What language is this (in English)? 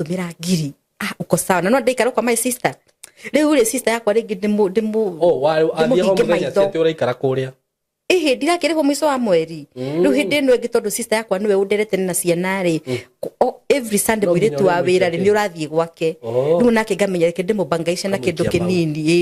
Kikuyu